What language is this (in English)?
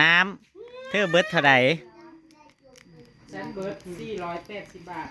Northeastern Thai